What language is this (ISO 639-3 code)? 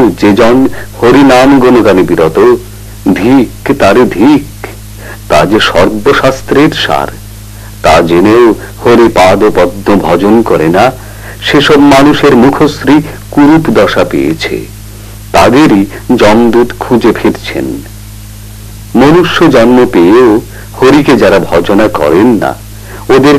ben